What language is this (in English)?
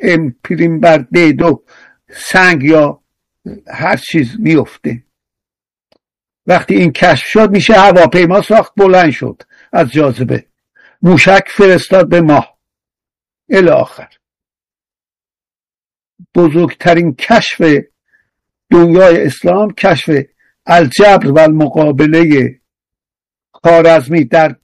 Persian